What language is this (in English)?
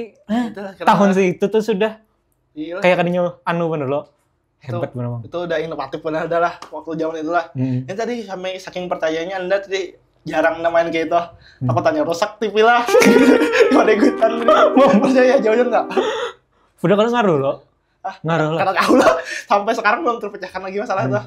Banjar